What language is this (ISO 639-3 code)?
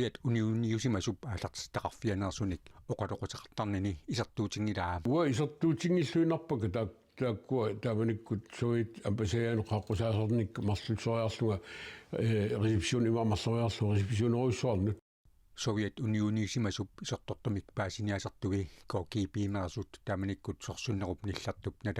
kal